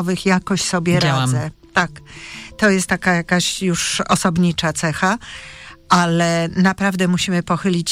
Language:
Polish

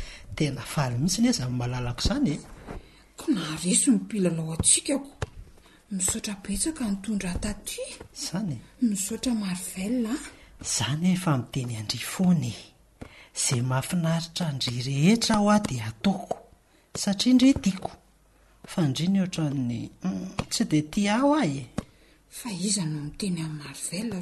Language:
Malagasy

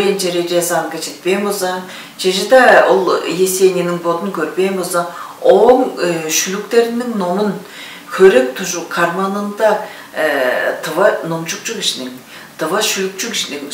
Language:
Tuvinian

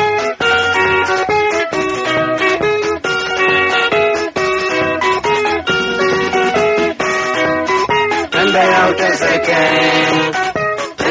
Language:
Swahili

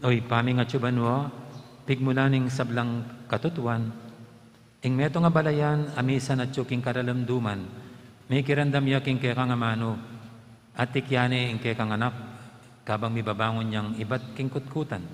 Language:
Pampanga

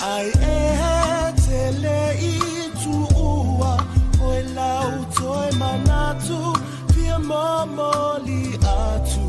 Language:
Samoan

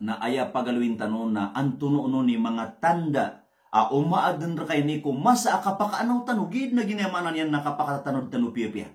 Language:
Maranao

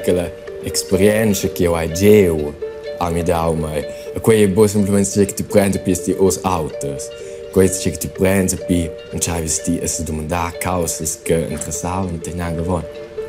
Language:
Romansh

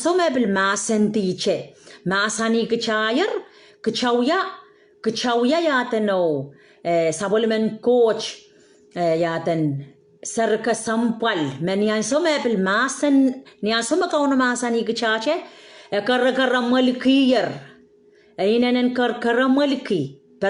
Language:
Pohnpeian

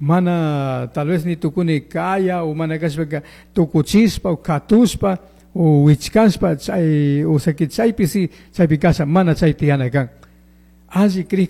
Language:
Chimborazo Highland Quichua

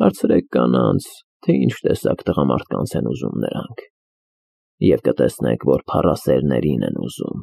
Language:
Armenian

